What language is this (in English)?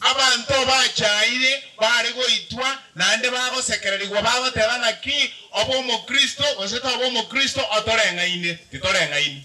Gusii